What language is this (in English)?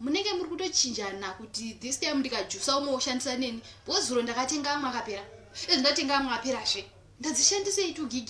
Shona